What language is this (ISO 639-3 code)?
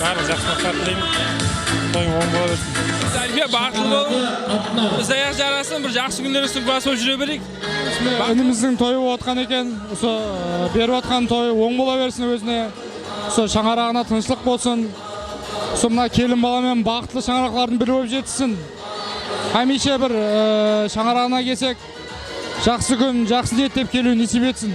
kaa